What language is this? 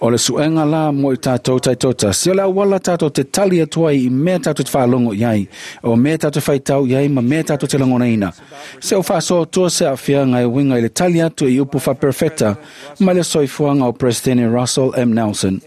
Samoan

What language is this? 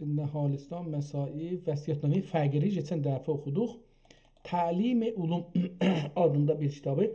South Azerbaijani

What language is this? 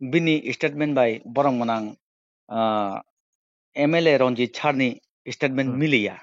Kok Borok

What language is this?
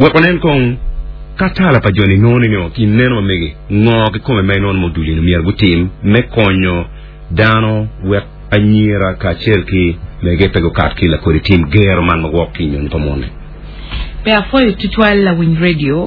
Acoli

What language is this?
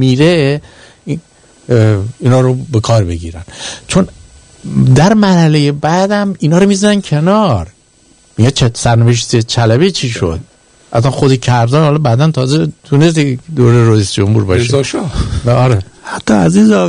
Persian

